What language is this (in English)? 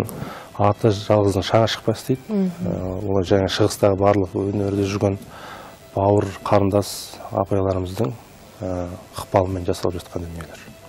Kazakh